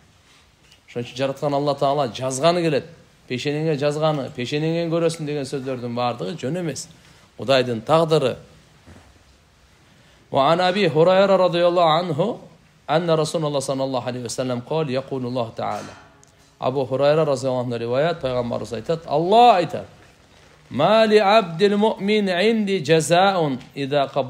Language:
Kyrgyz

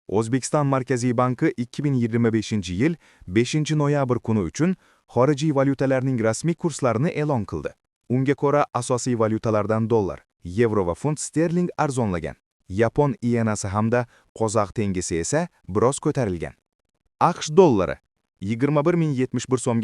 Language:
Uzbek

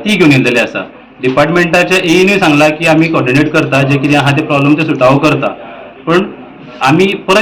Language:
Konkani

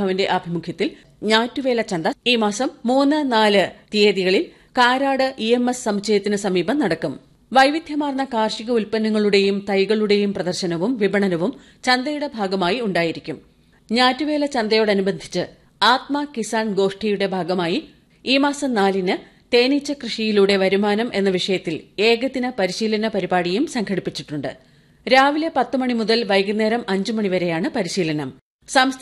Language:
Malayalam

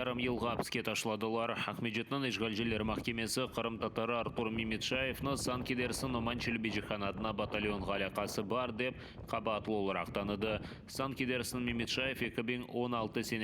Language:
Crimean Tatar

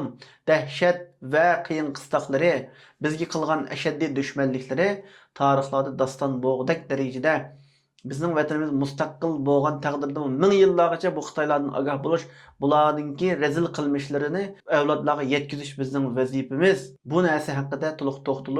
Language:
Uyghur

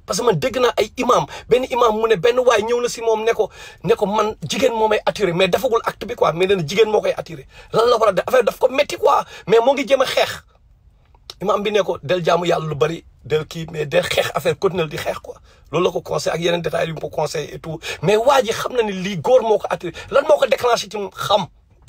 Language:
Wolof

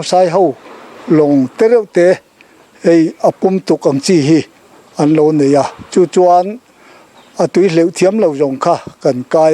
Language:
Mizo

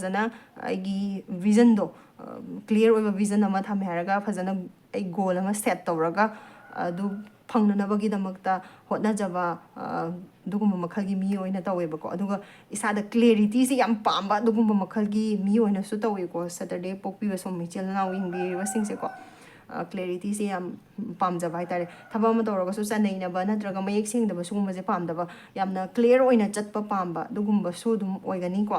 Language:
Manipuri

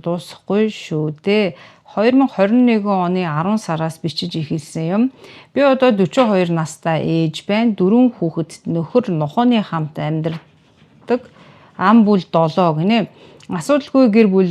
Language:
Mongolian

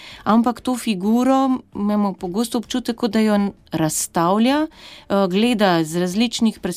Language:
Slovenian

